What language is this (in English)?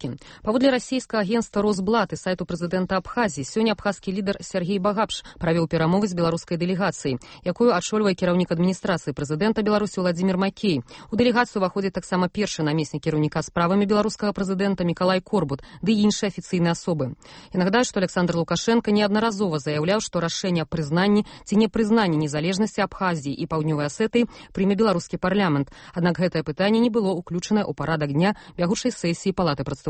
Belarusian